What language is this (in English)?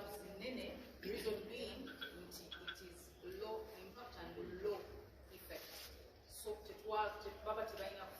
Ganda